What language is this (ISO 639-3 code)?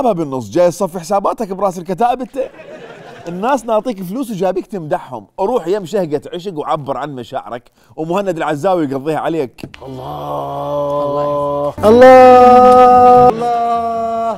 acm